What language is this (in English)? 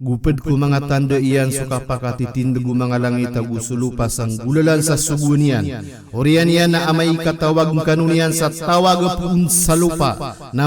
Maranao